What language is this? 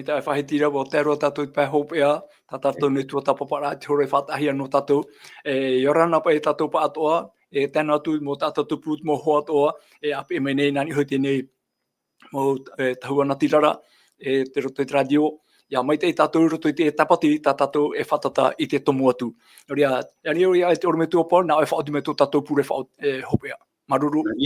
Tahitian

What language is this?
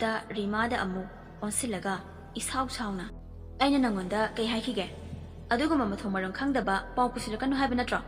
Manipuri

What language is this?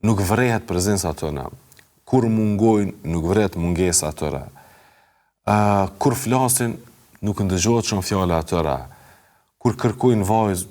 Albanian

